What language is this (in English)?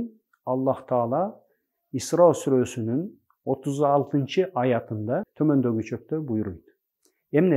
Tatar